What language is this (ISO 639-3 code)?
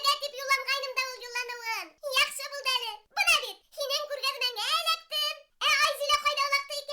bak